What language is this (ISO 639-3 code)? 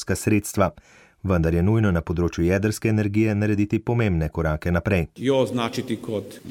slv